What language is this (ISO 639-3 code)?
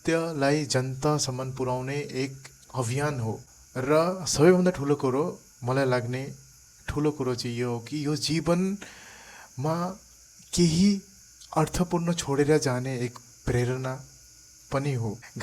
nep